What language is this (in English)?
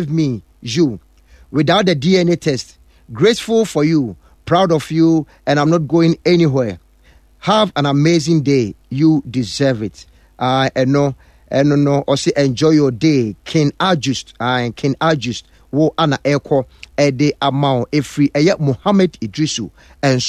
Akan